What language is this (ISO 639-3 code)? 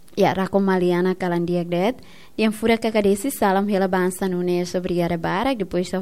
tet